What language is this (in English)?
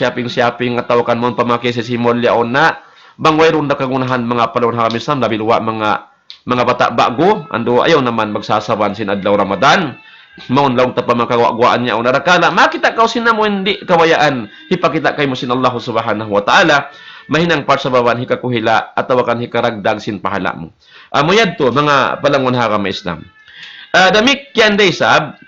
Tausug